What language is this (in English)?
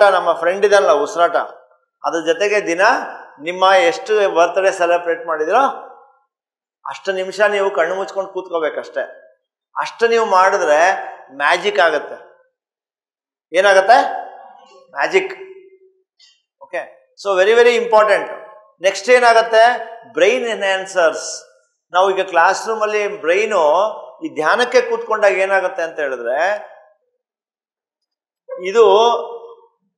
Kannada